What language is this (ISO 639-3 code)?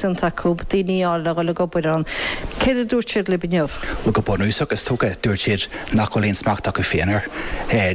gle